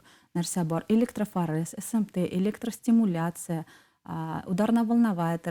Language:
Bashkir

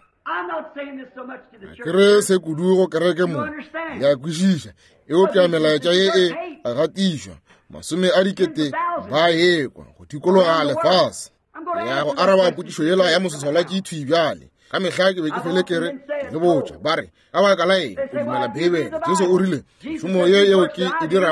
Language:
Northern Sotho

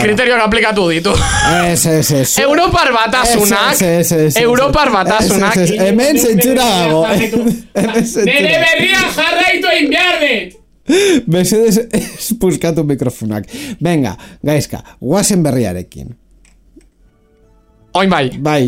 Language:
Basque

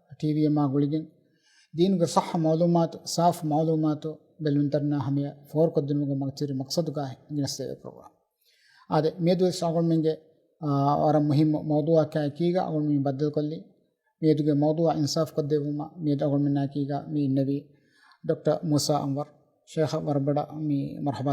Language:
Divehi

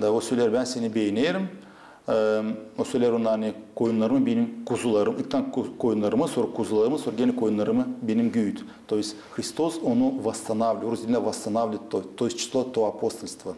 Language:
Gagauz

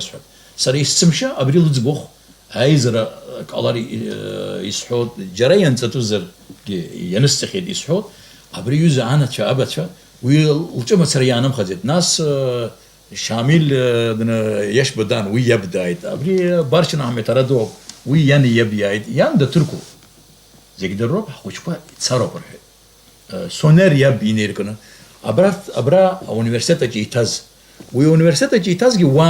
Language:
Abkhazian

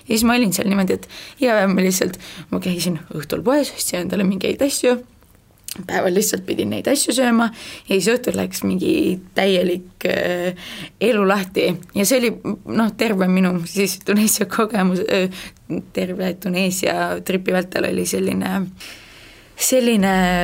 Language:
Estonian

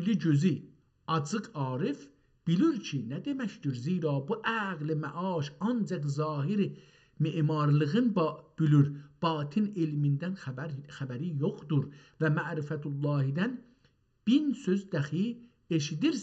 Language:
South Azerbaijani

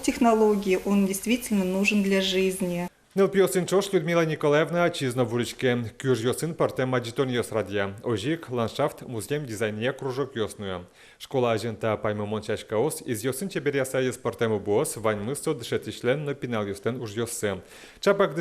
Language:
Udmurt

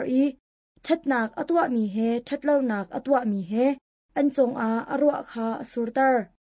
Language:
Hakha Chin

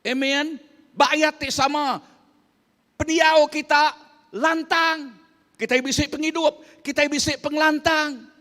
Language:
Iban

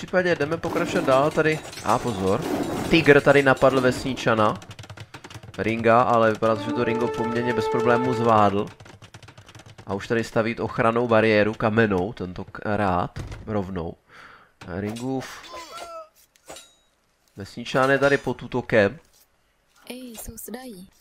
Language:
Czech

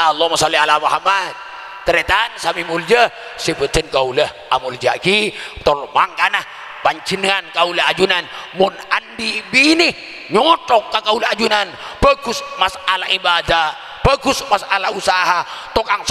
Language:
Madurese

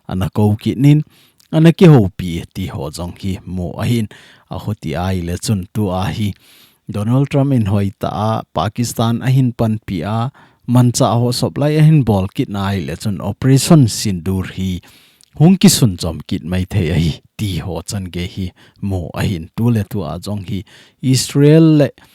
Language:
Thado Chin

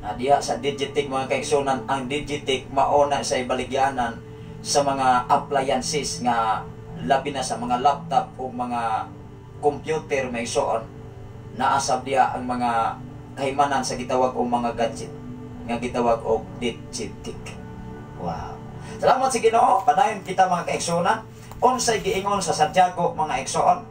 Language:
Cebuano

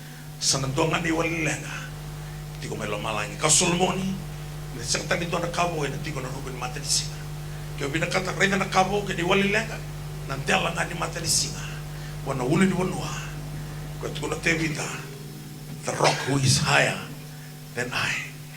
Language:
Fijian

